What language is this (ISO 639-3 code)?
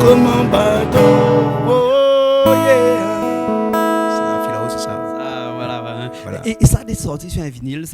rcf